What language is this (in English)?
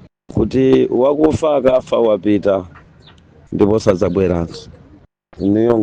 Nyanja